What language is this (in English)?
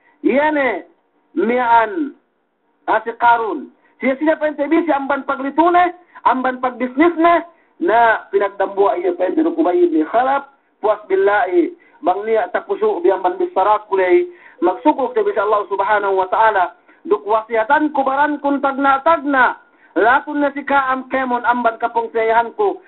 Yakan